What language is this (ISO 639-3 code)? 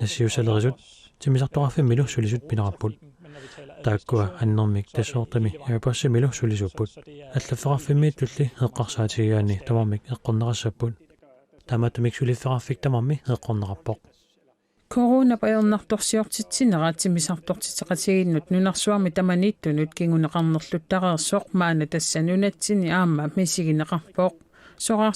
kal